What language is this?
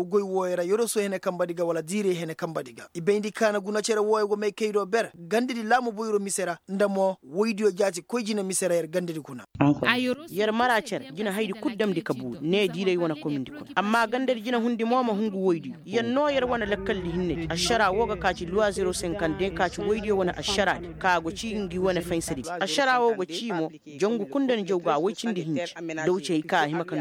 Koyraboro Senni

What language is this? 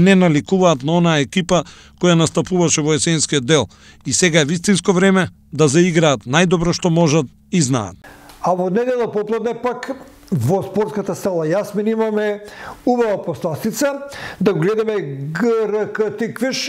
Macedonian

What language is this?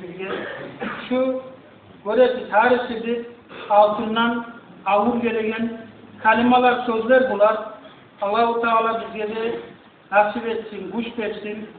Kumyk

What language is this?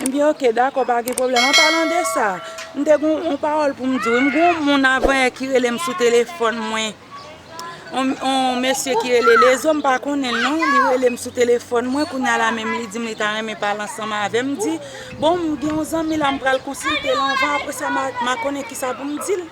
Haitian Creole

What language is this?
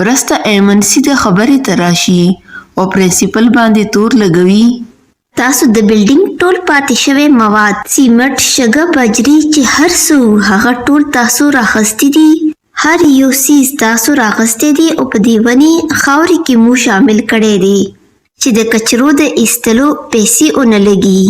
Pashto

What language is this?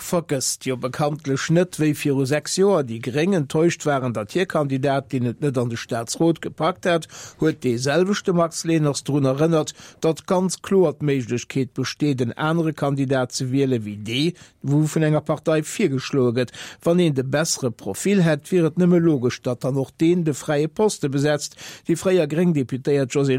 Luxembourgish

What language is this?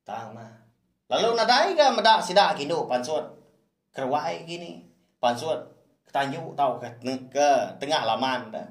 Iban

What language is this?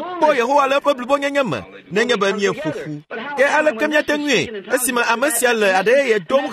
Ewe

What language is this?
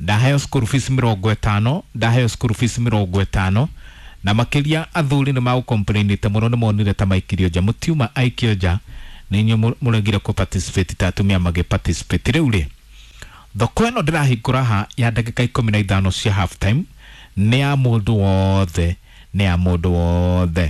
Kikuyu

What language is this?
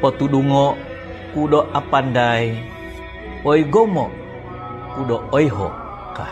Central Dusun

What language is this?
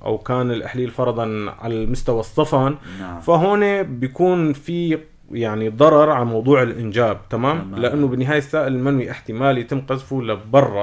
North Levantine Arabic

